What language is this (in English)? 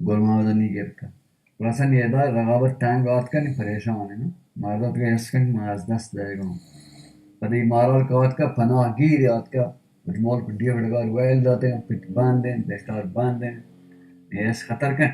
Baluchi